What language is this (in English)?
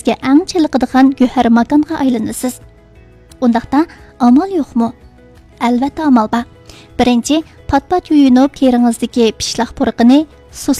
Uyghur